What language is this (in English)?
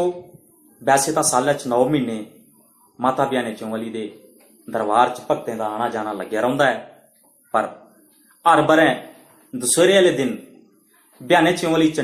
Dogri